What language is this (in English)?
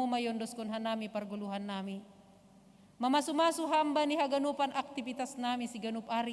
Batak Simalungun